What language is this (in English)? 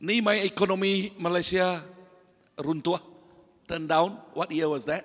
Iban